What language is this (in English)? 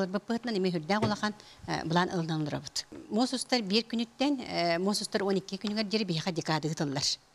Yakut